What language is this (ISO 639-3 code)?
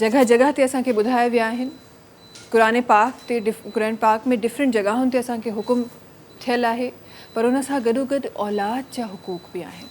snd